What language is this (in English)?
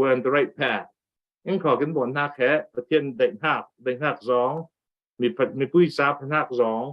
Falam Chin